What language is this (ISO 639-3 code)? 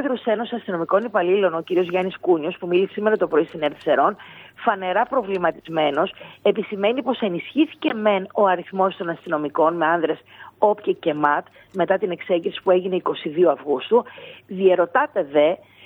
ell